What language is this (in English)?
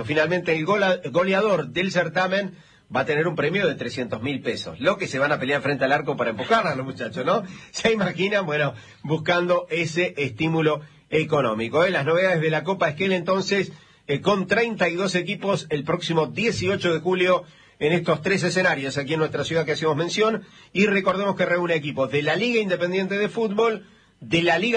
Spanish